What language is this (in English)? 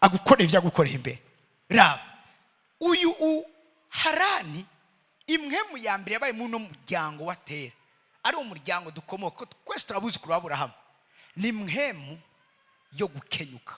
Rundi